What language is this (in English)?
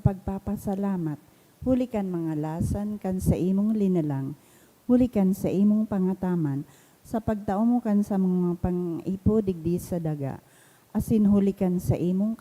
Bikol